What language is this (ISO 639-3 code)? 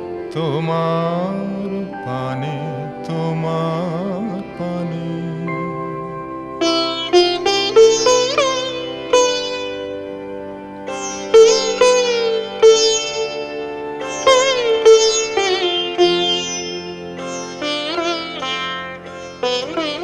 ben